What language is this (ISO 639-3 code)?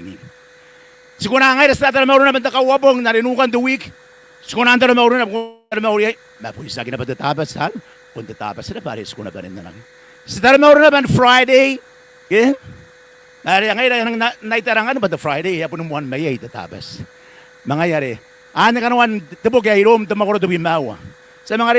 gil